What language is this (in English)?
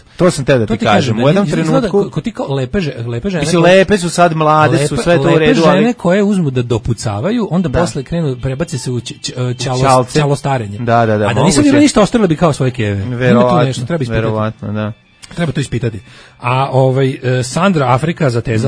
Serbian